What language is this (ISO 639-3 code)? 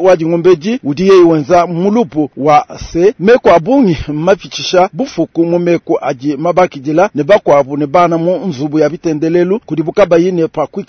lua